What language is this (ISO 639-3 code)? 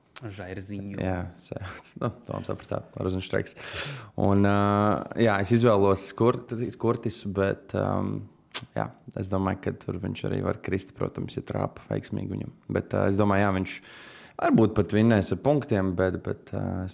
lav